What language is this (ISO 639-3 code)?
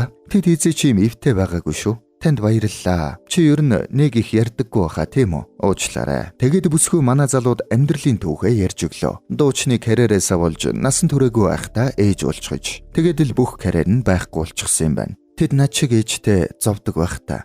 mon